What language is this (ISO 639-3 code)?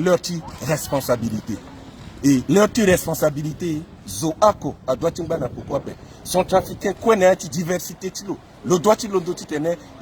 sag